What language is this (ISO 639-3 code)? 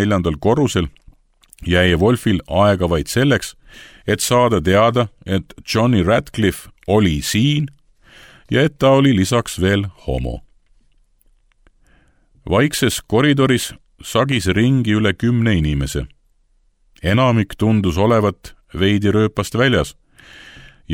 est